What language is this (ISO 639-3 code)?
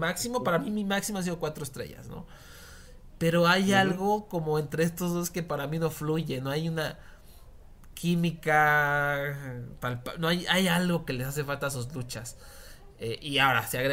spa